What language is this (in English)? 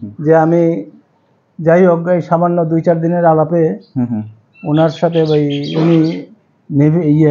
Bangla